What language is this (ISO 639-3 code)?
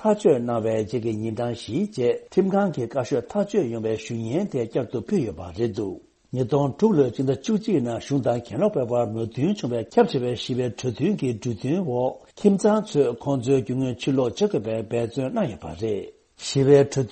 bod